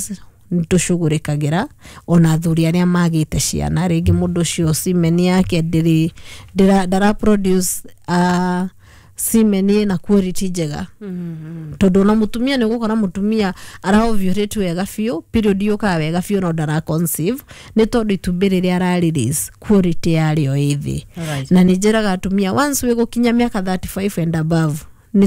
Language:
Kikuyu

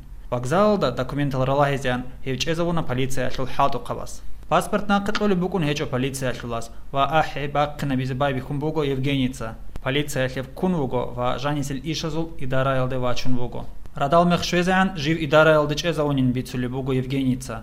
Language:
Avaric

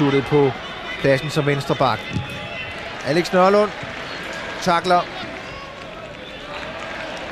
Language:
Danish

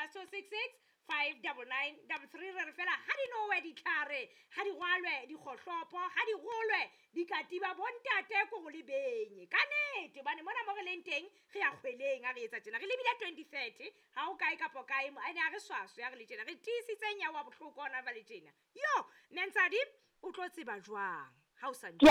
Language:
Southern Sotho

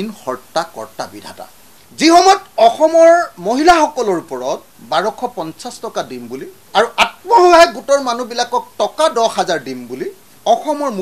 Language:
Assamese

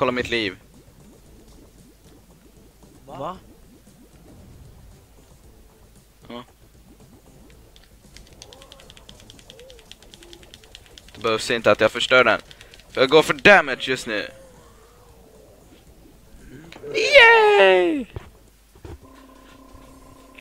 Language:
Swedish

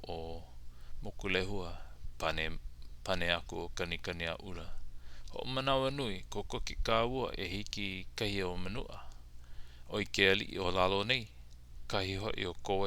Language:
Hawaiian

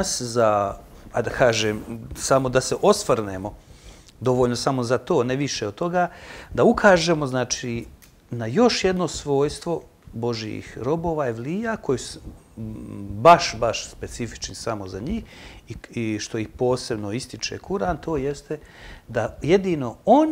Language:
Bosnian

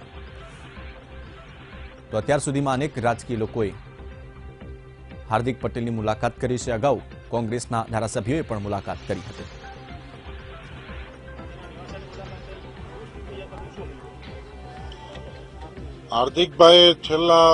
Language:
Gujarati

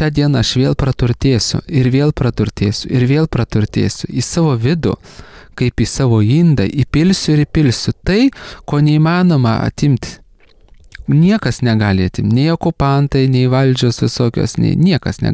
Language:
Lithuanian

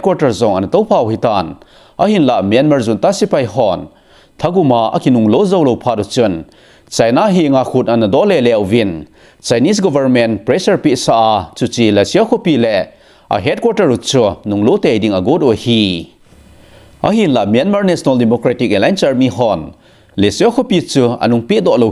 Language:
Thado Chin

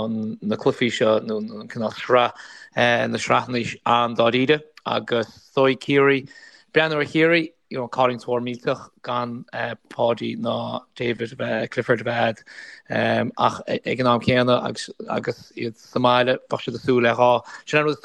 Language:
Irish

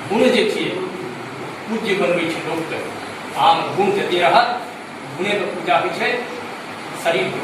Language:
Maithili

